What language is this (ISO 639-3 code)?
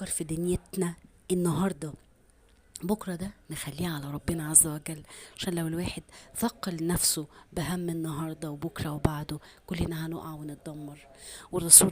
arz